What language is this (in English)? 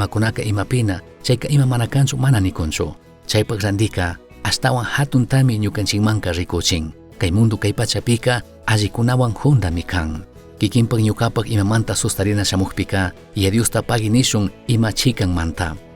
Chimborazo Highland Quichua